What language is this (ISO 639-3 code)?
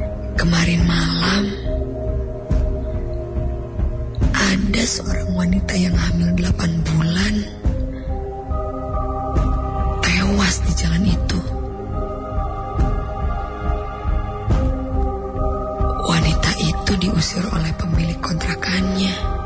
ind